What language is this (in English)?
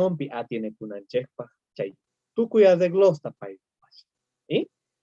South Bolivian Quechua